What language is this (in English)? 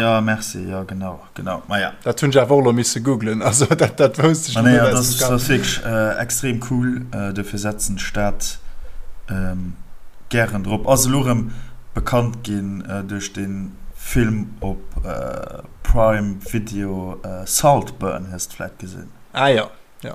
Luxembourgish